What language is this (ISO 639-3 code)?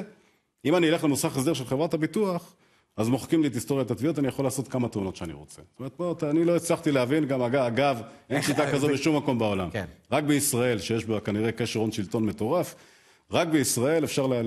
heb